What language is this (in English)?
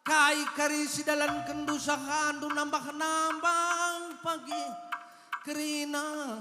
Batak Karo